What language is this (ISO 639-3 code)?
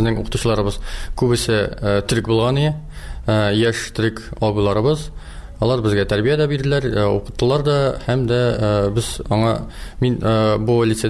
tat